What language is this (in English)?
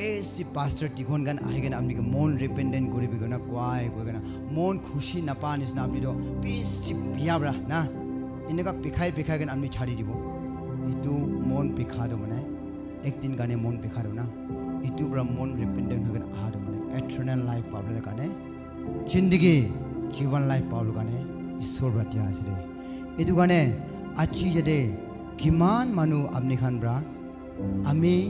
Naga Pidgin